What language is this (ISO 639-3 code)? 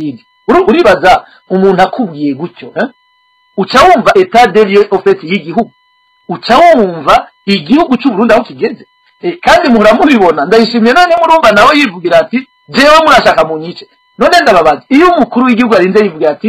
run